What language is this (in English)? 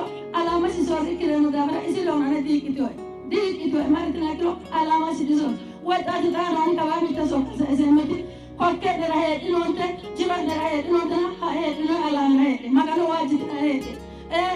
Sidamo